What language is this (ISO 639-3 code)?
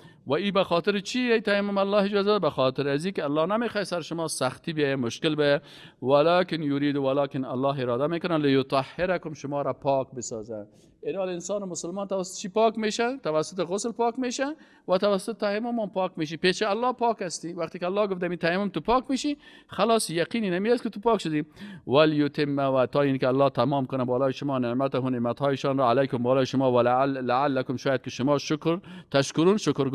fas